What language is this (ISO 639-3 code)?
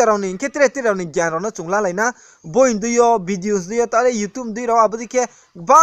ria